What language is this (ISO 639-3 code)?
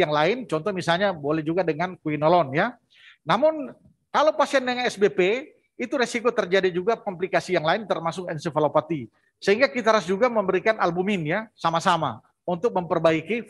ind